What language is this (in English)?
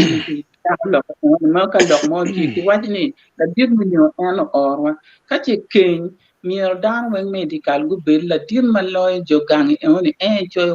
Acoli